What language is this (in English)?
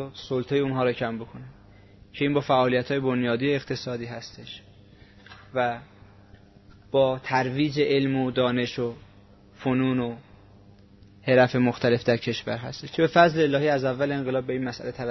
Persian